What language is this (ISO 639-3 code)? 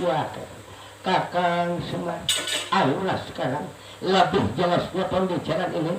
bjn